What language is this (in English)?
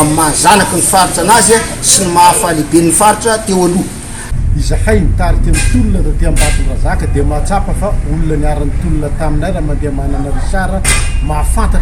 Malagasy